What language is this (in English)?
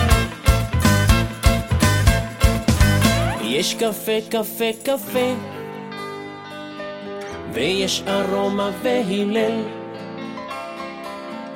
Hebrew